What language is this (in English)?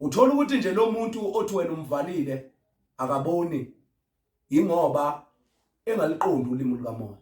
Zulu